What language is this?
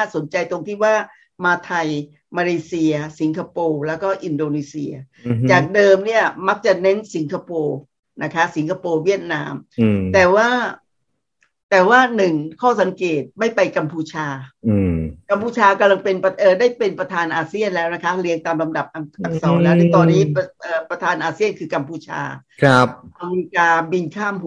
Thai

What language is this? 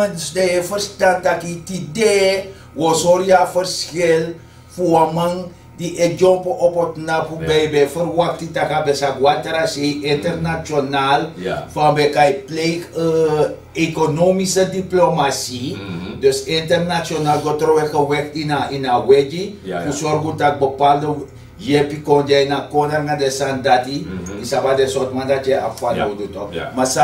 Sranan Tongo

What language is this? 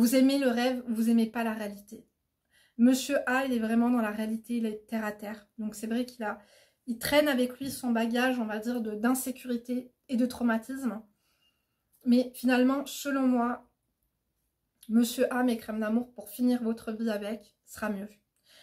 French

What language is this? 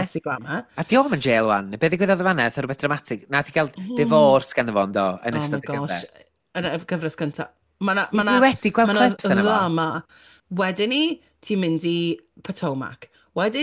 Welsh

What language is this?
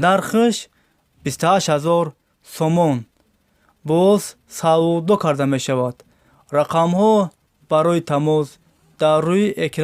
Tajik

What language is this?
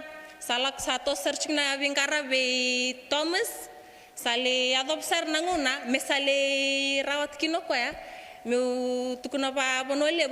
Fijian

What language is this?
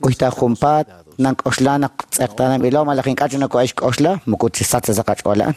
Kekchí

